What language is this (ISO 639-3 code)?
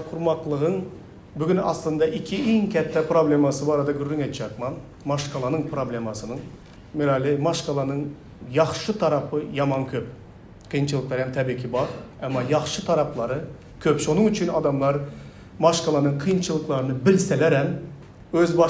tuk